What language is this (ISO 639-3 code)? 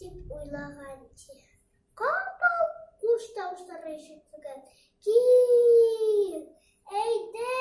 bak